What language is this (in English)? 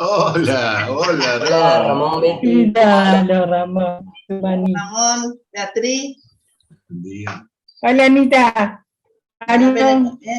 Guarani